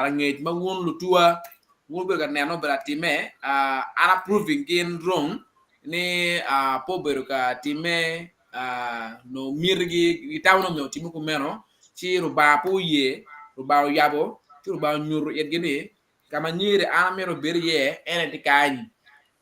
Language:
Acoli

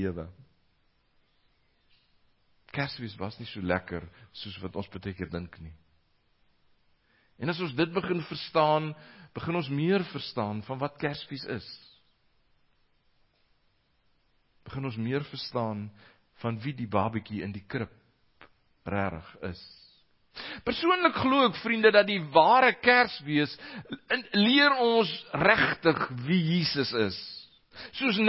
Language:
Afrikaans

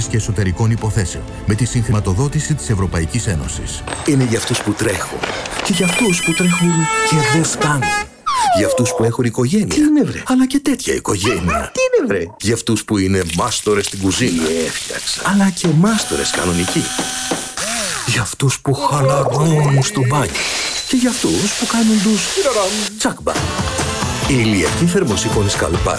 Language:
Greek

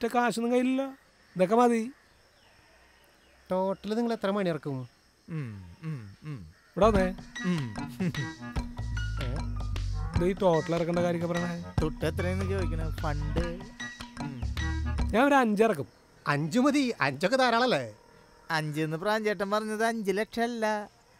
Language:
Malayalam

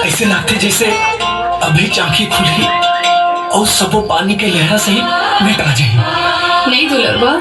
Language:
Chhattisgarhi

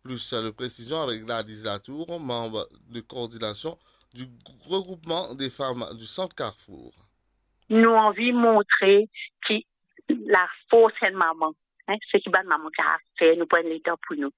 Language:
Morisyen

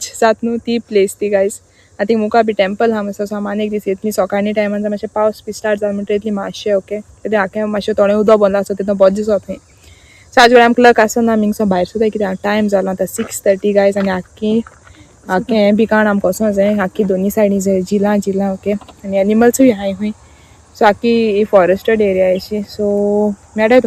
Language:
Konkani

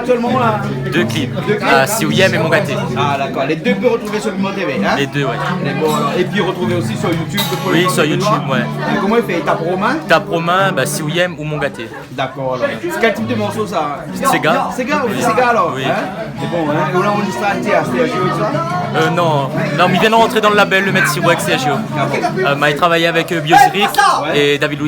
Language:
Réunion Creole French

